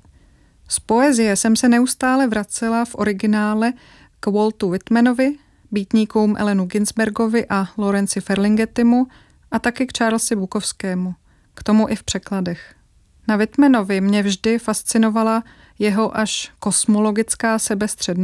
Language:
Czech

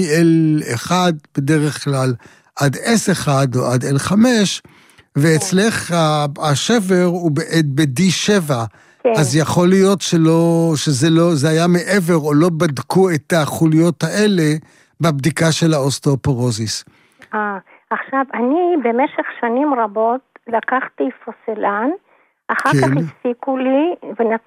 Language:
Hebrew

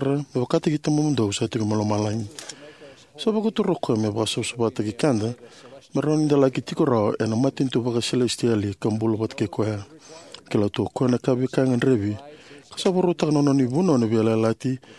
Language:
Fijian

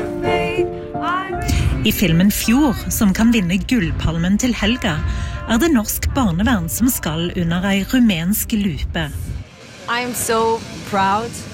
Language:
Norwegian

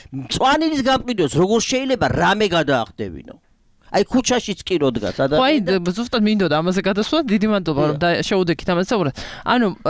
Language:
Georgian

